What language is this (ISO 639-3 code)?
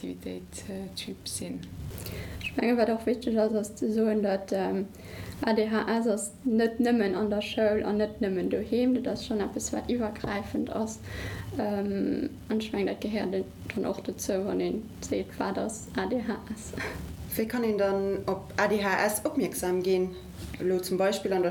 ltz